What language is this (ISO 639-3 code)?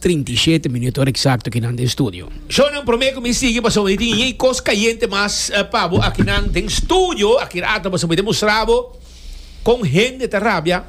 pap